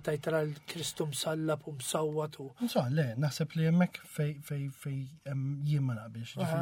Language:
Maltese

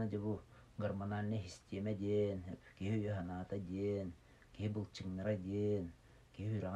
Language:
Yakut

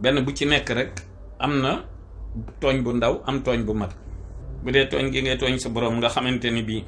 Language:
Wolof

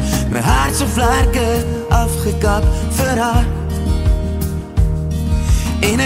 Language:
Afrikaans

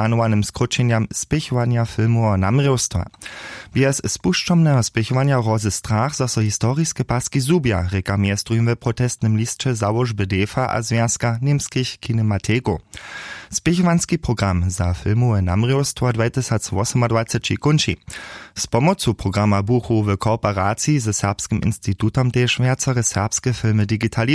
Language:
Upper Sorbian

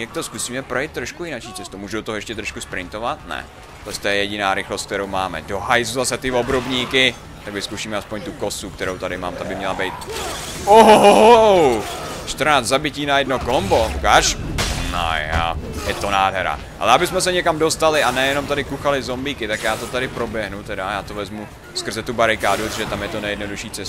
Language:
Czech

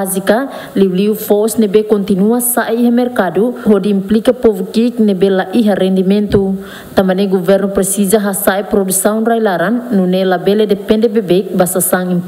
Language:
Tetum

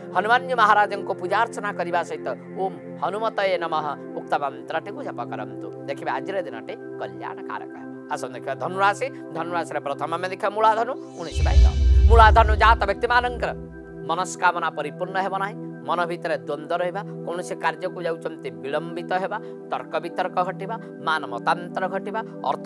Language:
Odia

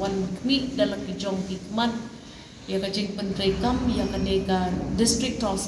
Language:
Khasi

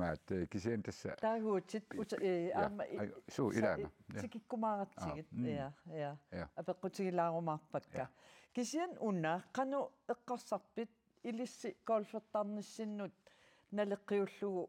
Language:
Kalaallisut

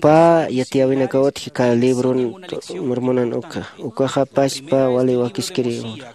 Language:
Aymara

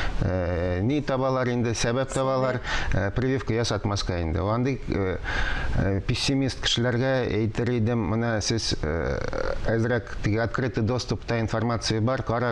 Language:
Tatar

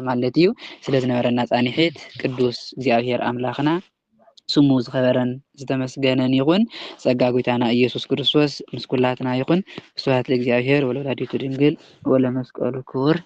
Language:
Tigrinya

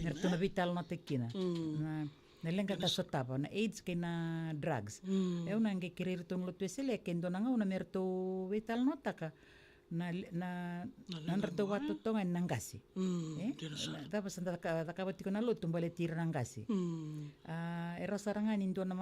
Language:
Fijian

